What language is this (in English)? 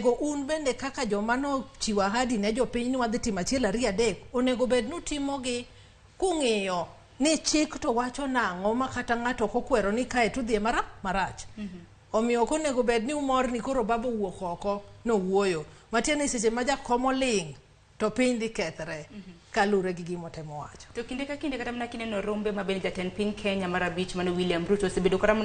Luo (Kenya and Tanzania)